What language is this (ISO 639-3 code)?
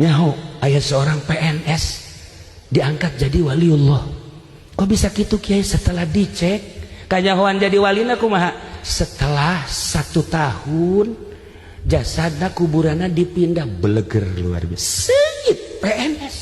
sun